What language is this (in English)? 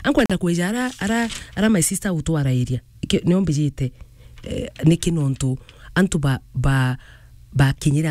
Meru